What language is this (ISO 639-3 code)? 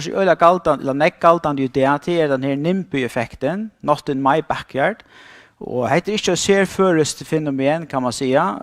fao